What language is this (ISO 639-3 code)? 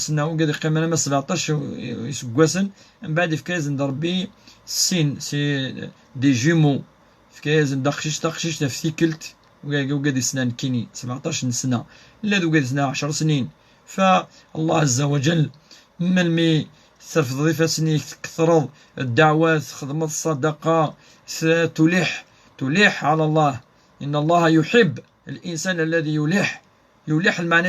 kab